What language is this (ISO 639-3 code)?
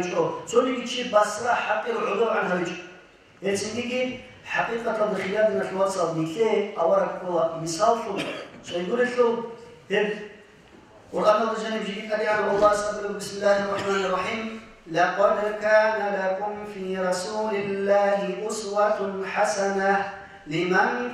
ava